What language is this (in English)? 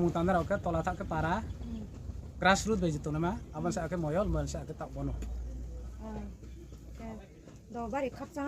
Riang (India)